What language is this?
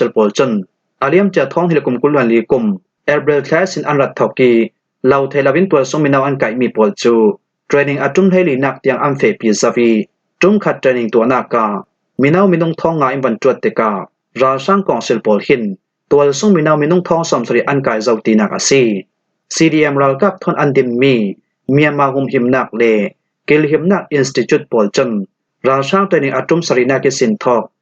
Falam Chin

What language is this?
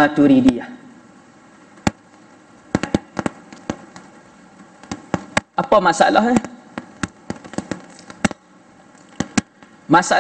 Malay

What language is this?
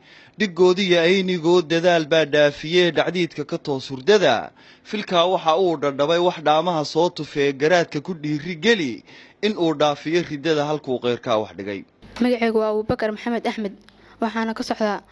Somali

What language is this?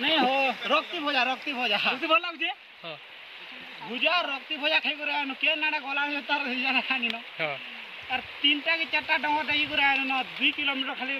Sambalpuri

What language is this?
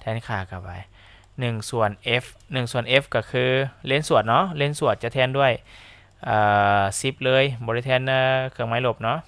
Lao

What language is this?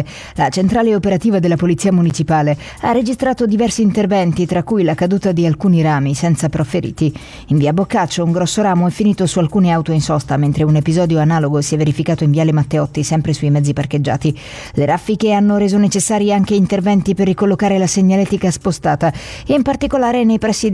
Italian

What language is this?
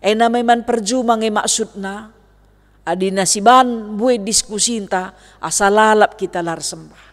Batak Karo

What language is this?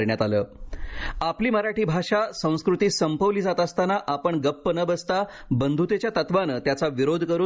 Marathi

